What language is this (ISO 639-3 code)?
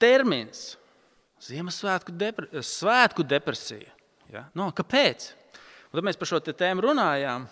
lav